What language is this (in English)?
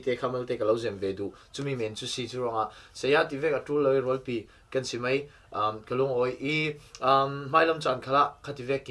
Falam Chin